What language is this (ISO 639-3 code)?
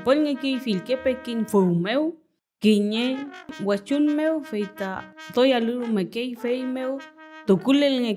arn